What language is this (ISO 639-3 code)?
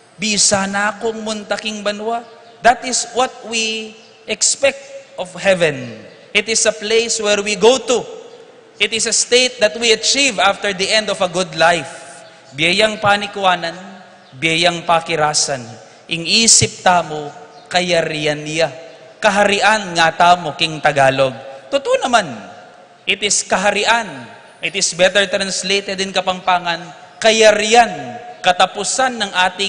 pam